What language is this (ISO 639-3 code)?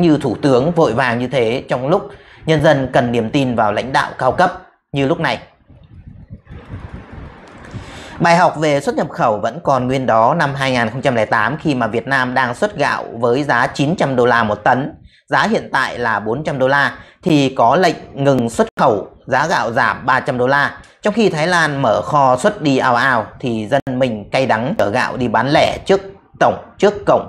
vie